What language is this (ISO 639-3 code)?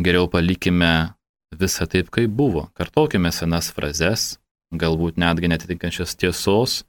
lit